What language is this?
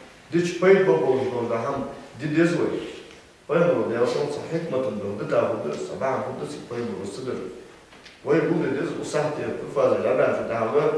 Ingush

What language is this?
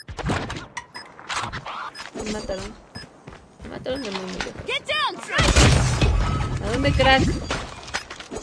Spanish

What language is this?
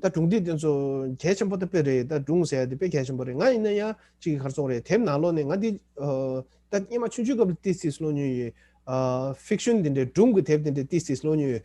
Tibetan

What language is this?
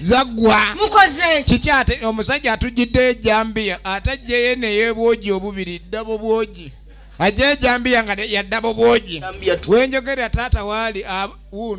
Ganda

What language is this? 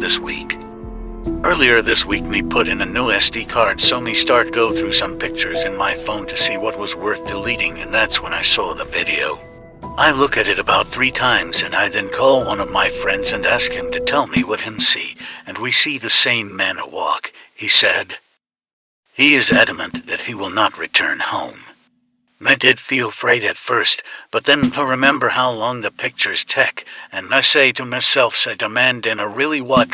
Jamaican Creole English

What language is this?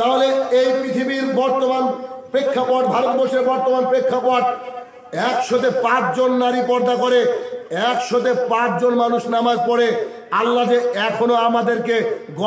Bangla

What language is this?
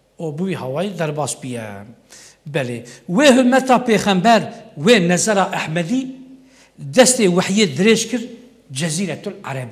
Kurdish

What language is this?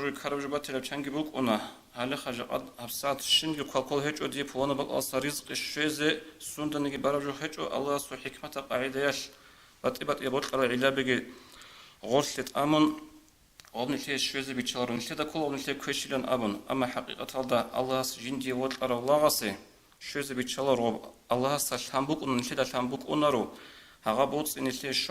Avaric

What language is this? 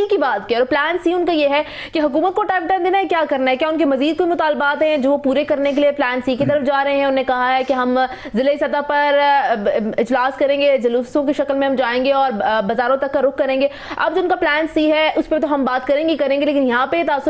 Urdu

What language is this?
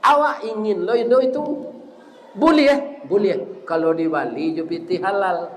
Minangkabau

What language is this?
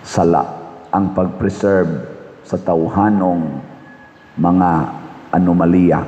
Cebuano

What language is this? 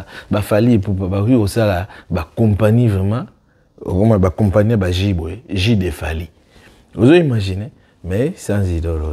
Lingala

